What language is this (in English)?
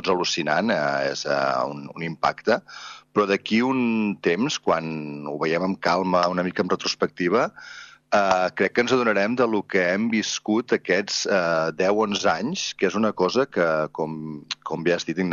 Catalan